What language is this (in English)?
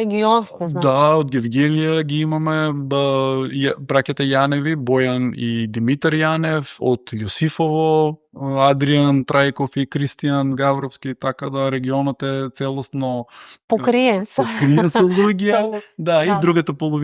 Macedonian